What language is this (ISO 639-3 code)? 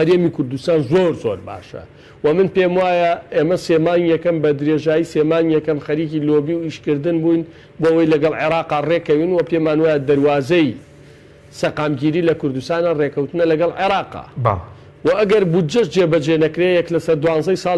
ckb